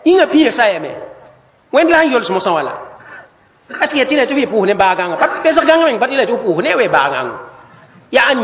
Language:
Mossi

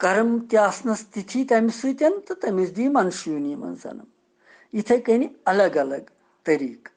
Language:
Kashmiri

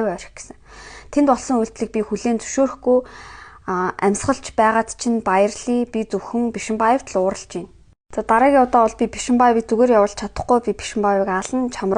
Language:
Mongolian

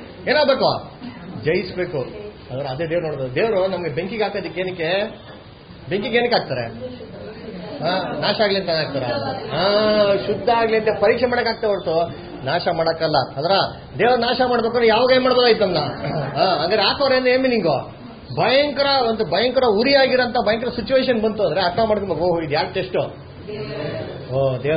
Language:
Kannada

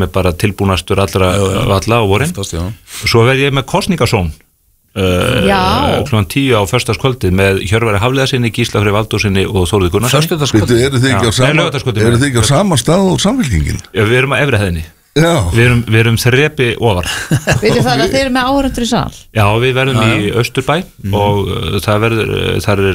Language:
Icelandic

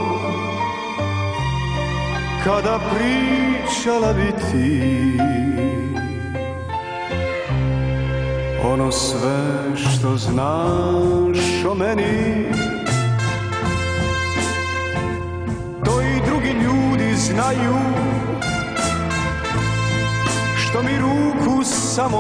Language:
Croatian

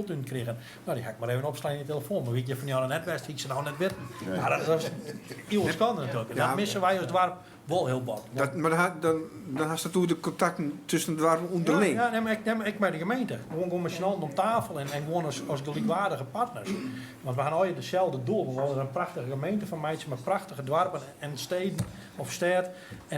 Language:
Western Frisian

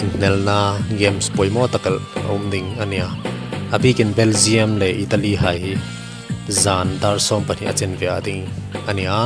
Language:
Hmar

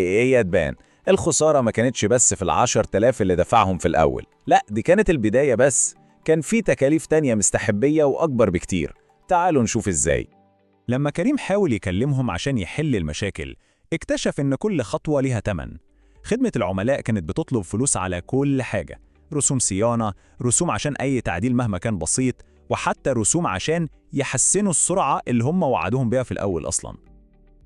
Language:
Egyptian Arabic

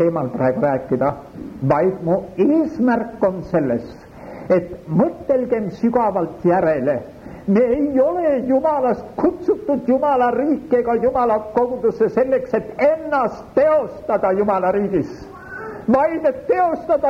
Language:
Estonian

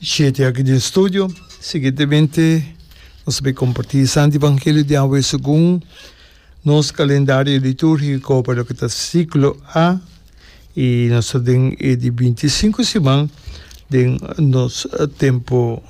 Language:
Papiamento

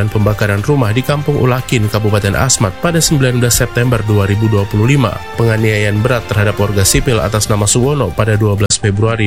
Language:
Indonesian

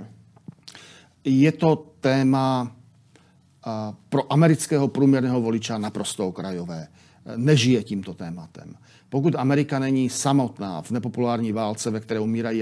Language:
Czech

